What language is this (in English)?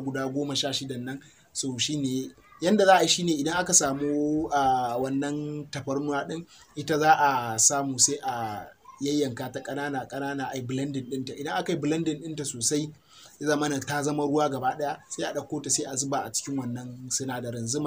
Hausa